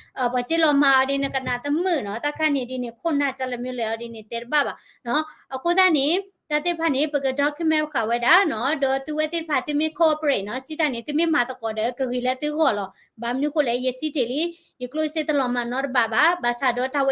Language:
S'gaw Karen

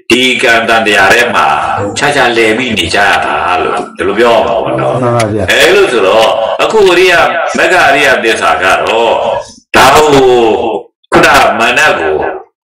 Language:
Burmese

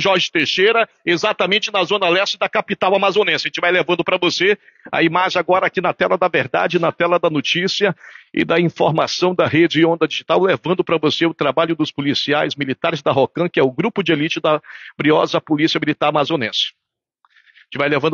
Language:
Portuguese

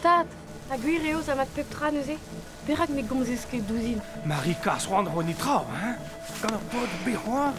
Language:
Breton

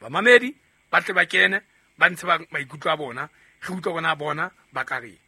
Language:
Southern Sotho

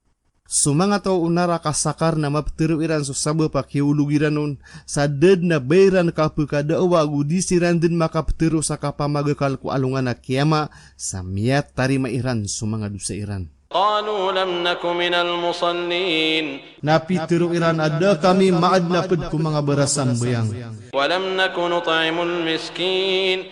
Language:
Maranao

